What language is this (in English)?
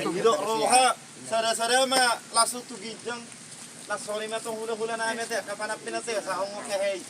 Batak Toba